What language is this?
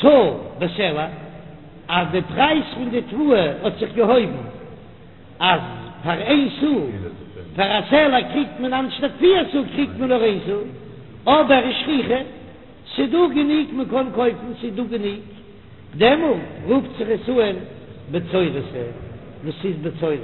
Yiddish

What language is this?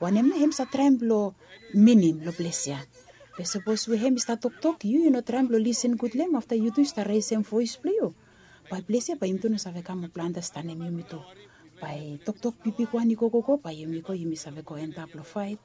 Bislama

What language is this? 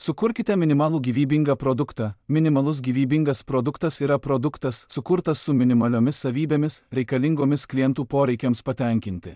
Lithuanian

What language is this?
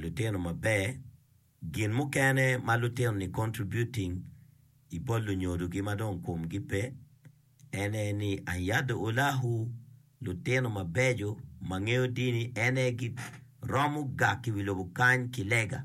Acoli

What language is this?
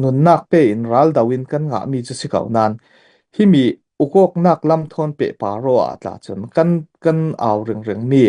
Falam Chin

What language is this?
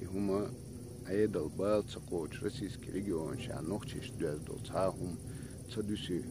Chechen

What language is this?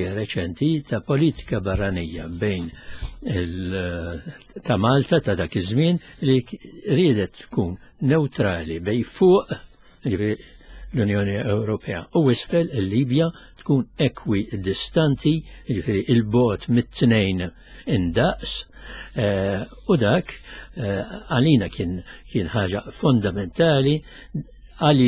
Maltese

